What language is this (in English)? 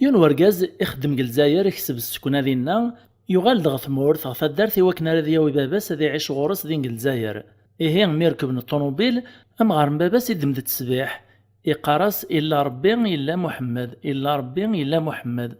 Kabyle